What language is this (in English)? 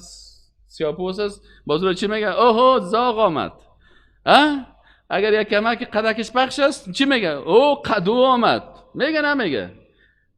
Persian